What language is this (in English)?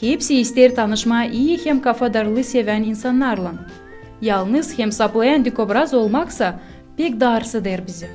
Gagauz